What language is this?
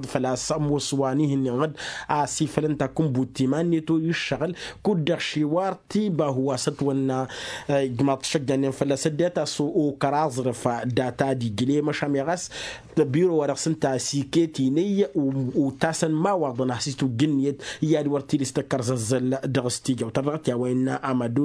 Tamasheq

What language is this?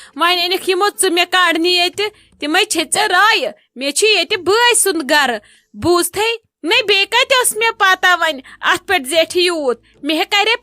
Kashmiri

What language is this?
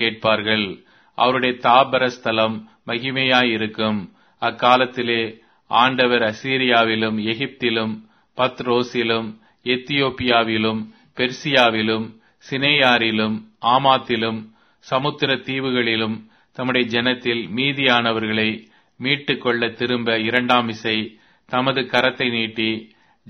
Tamil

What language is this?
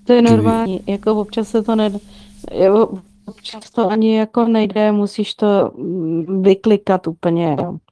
Czech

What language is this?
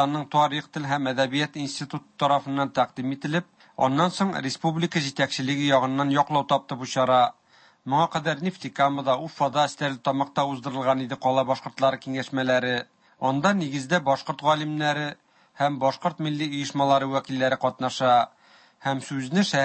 Tatar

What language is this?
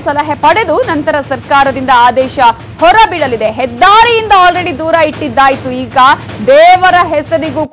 Kannada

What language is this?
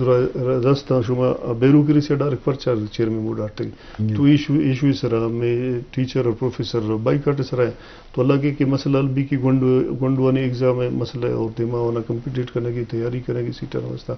Eastern Balochi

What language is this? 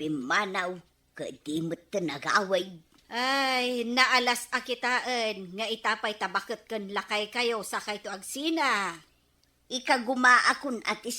Iloko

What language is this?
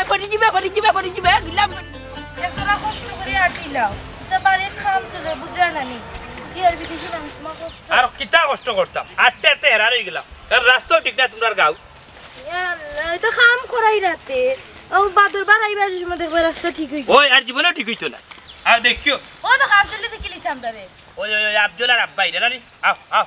Sylheti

